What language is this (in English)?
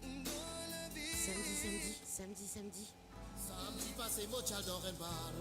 Morisyen